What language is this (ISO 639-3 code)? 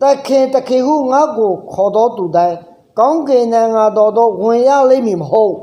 ahk